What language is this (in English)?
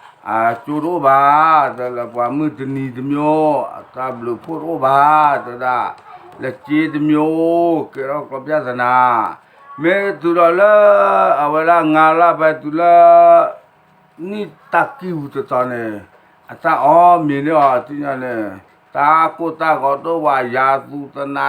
S'gaw Karen